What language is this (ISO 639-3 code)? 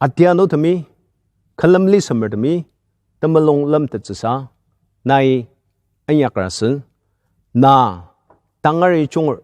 njo